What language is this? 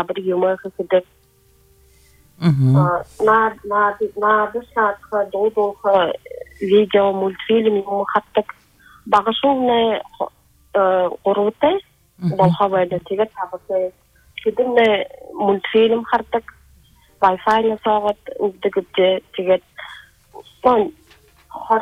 Buriat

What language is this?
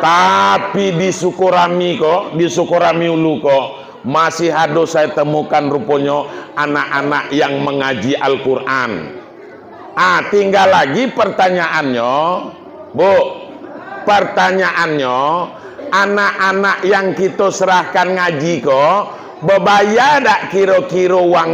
Minangkabau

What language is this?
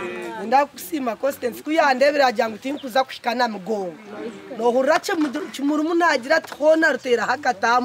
Nyankole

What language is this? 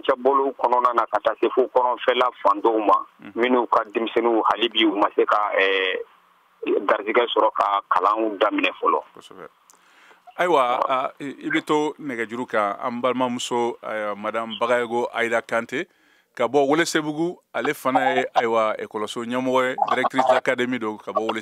Bambara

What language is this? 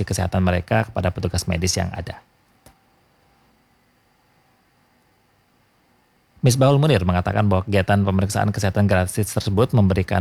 Indonesian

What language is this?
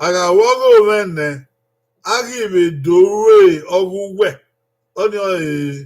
Bini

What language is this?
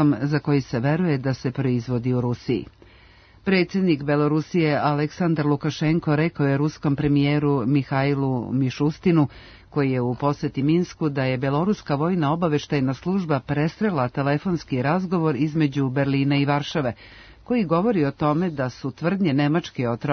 Serbian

